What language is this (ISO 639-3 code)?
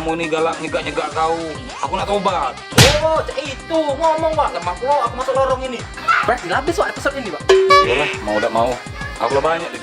mui